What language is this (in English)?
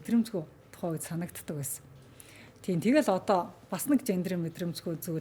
Mongolian